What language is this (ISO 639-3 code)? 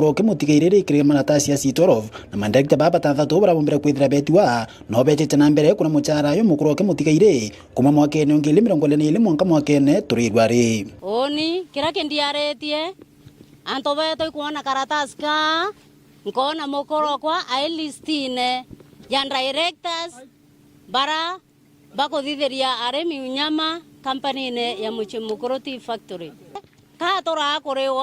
mer